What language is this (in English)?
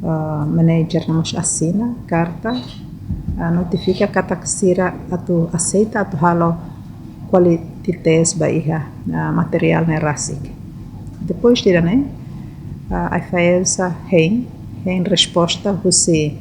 Tetum